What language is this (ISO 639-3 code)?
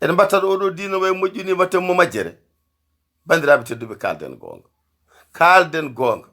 ful